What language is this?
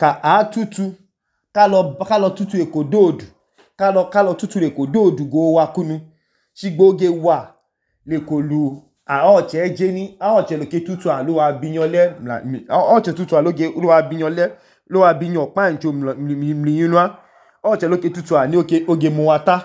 Idoma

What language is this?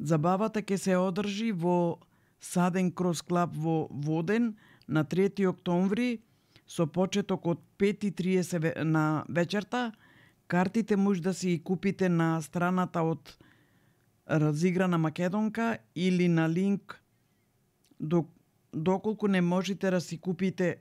Macedonian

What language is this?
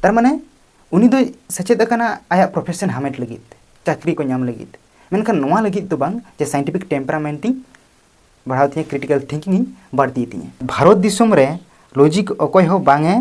Santali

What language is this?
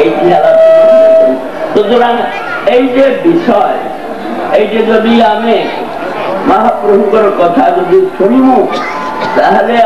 Odia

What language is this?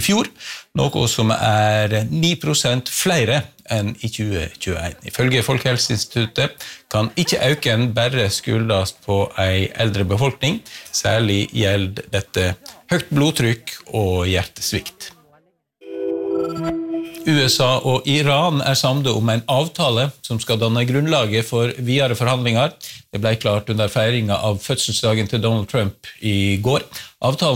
Norwegian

